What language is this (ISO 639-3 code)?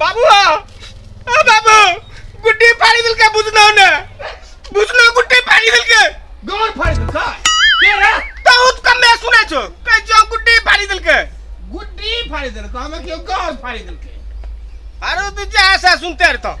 mai